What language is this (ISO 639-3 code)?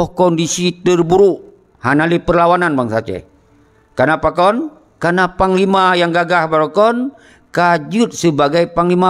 ace